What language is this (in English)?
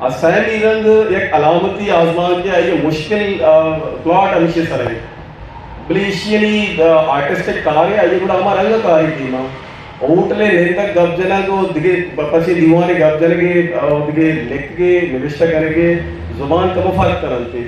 Eastern Balochi